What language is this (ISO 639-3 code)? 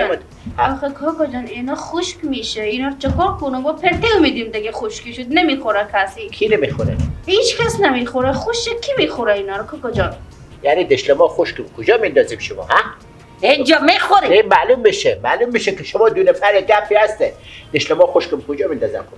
fas